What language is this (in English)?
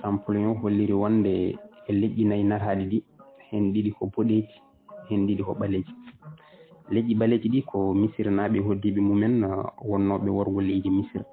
Fula